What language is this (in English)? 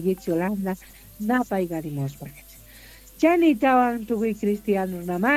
South Bolivian Quechua